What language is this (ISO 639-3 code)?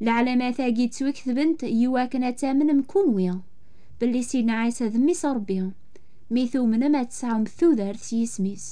kab